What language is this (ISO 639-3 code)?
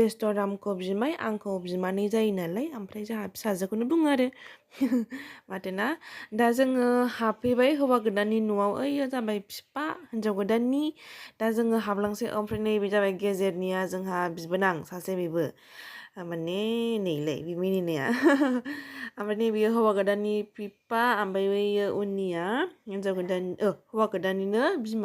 brx